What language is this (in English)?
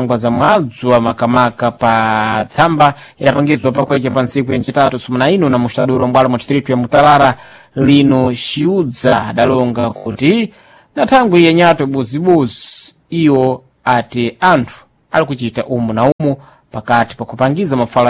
Sena